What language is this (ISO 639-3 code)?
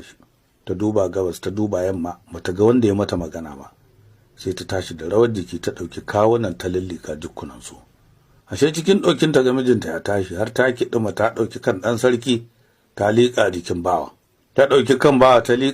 hau